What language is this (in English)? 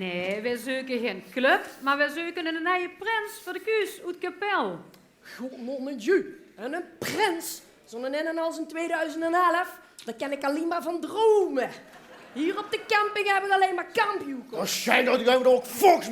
Limburgish